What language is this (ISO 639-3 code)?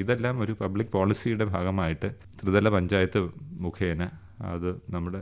mal